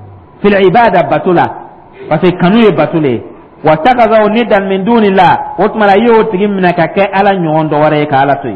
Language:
Dyula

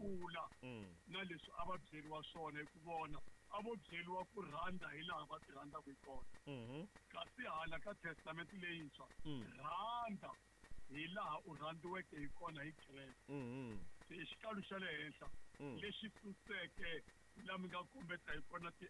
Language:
Tsonga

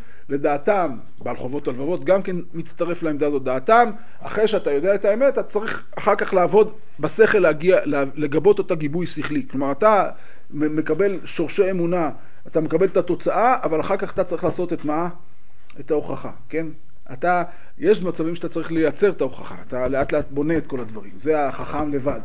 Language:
Hebrew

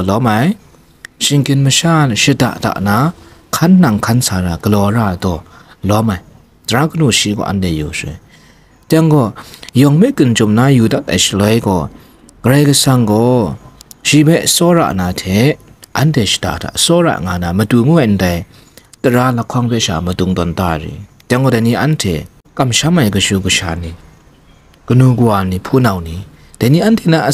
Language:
Kachin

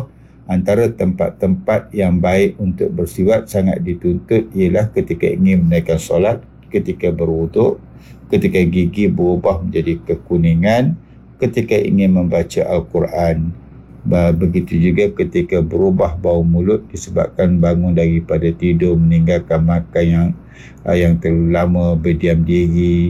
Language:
Malay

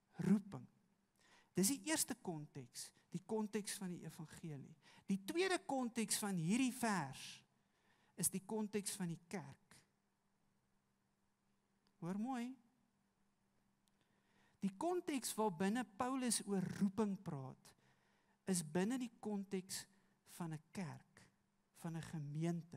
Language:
Afrikaans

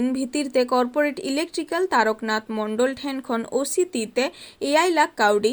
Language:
Santali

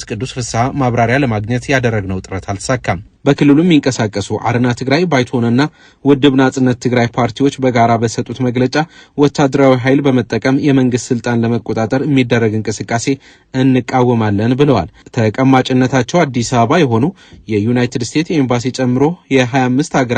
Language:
Amharic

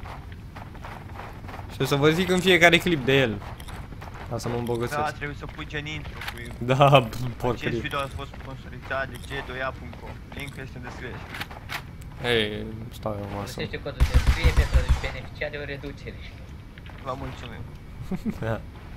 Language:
Romanian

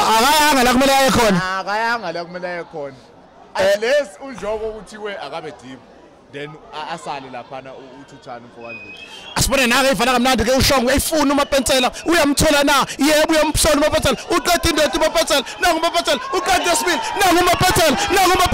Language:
Zulu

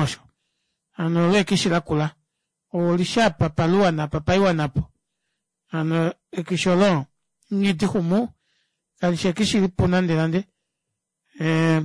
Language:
Kuanyama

